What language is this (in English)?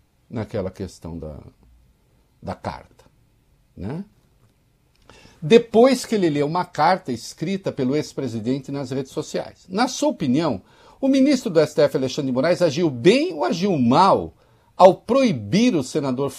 Portuguese